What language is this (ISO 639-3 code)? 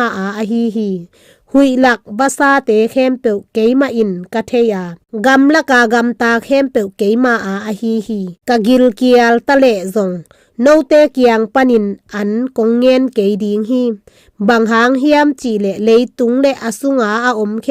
ctd